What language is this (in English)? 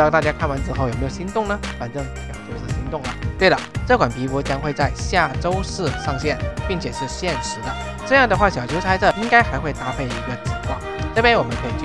Chinese